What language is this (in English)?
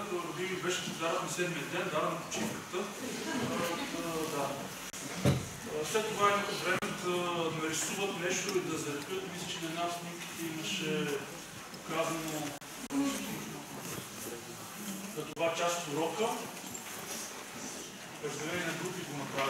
Bulgarian